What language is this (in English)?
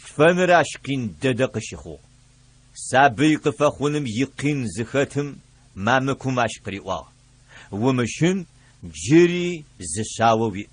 Adyghe